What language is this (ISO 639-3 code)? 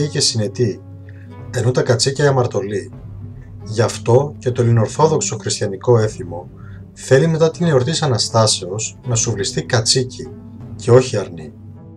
ell